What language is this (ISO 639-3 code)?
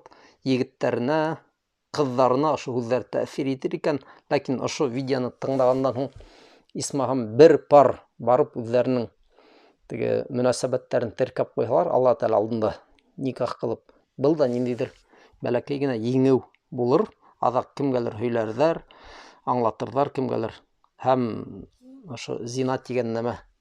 bak